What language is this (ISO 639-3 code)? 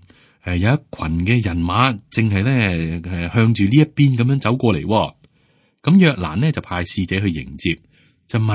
yue